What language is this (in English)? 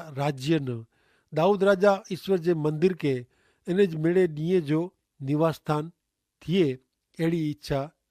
Kachhi